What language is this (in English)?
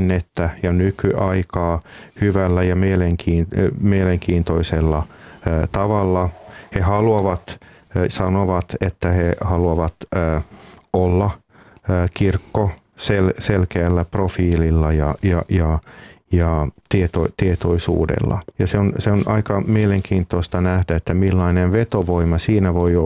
Finnish